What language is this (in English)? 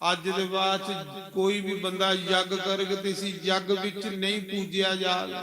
Dogri